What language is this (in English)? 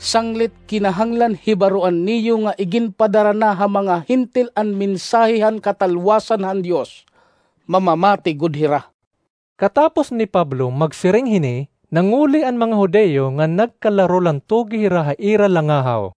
Waray